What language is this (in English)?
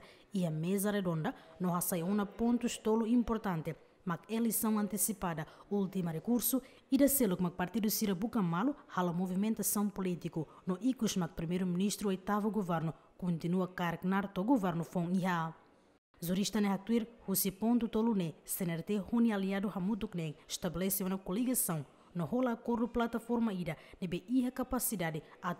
Tetum